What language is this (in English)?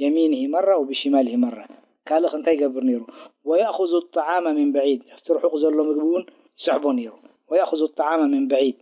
Tigrinya